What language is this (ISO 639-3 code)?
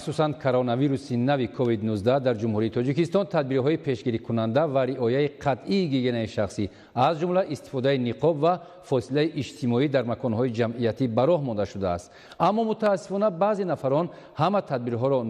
tgk